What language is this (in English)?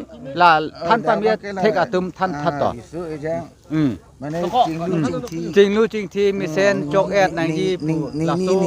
Karbi